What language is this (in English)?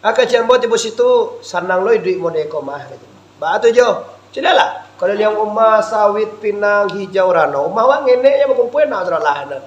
Minangkabau